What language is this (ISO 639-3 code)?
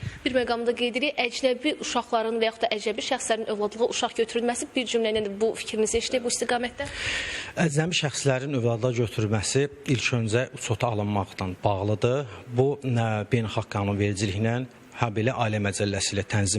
aze